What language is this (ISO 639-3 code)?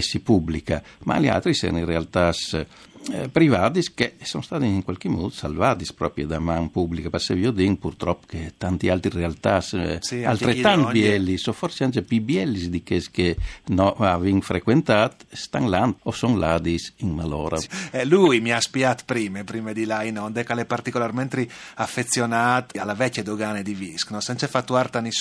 fur